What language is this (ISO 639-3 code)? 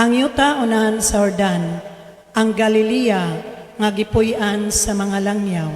ceb